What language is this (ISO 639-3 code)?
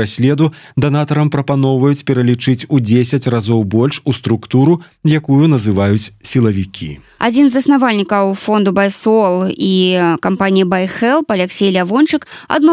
bel